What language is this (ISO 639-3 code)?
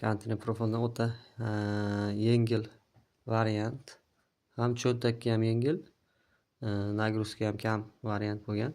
uzb